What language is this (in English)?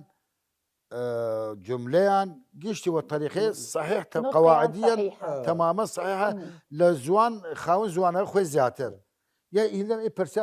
Southern Kurdish